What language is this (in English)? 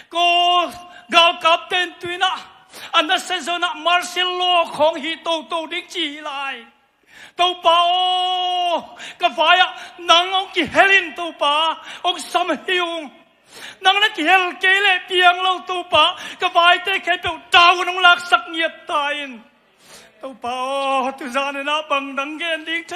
Tedim Chin